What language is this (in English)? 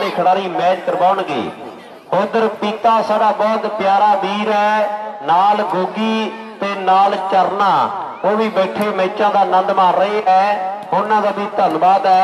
Punjabi